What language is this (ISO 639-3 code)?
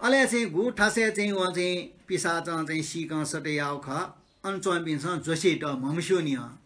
new